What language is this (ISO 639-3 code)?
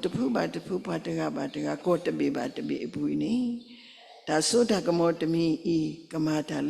ksw